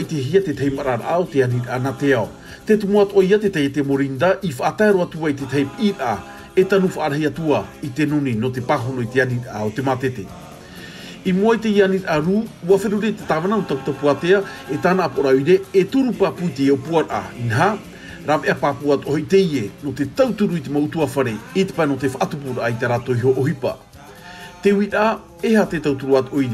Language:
Tahitian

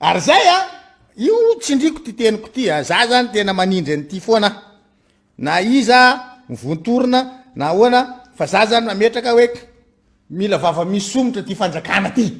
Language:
Malagasy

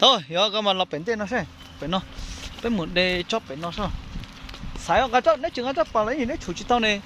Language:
Hmong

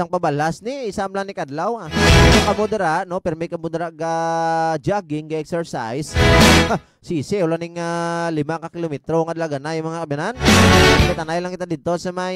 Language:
Hiligaynon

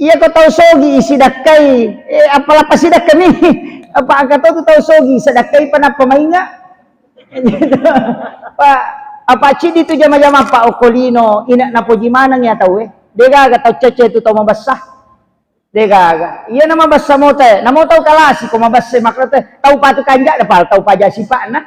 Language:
Buginese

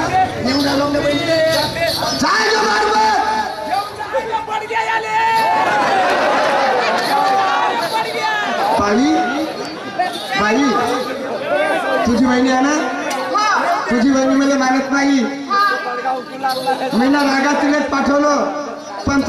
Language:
Marathi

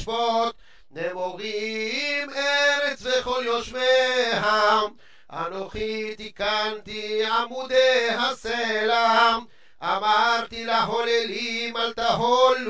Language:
Hebrew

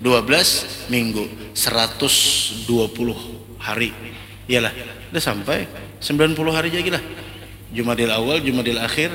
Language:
Banjar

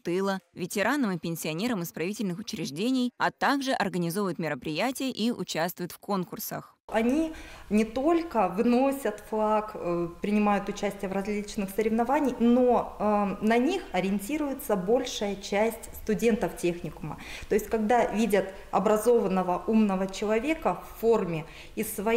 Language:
Russian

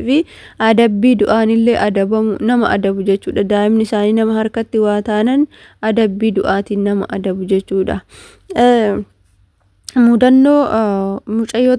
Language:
Oromo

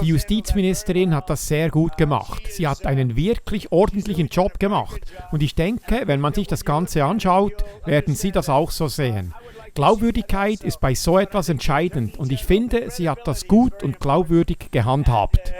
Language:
Swiss German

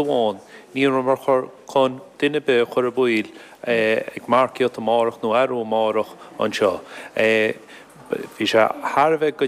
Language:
Irish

